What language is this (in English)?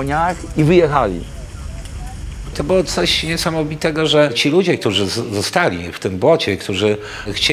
Polish